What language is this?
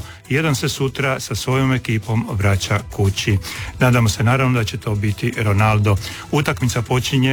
Croatian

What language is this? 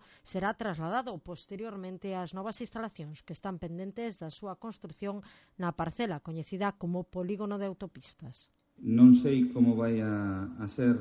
Galician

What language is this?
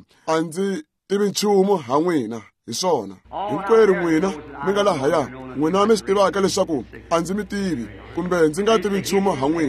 Tsonga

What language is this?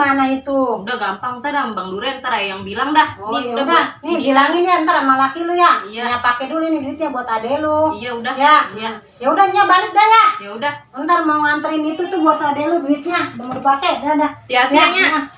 Betawi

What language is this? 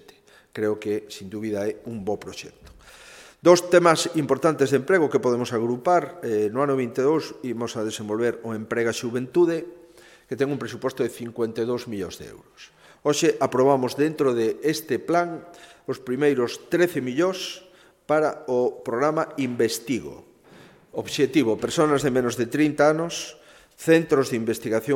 Galician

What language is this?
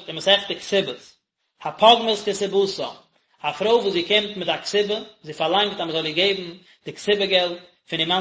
Yiddish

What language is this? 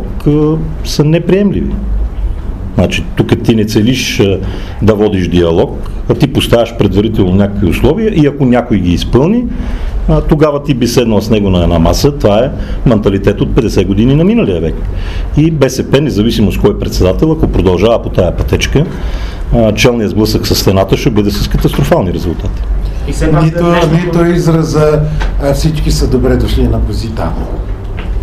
Bulgarian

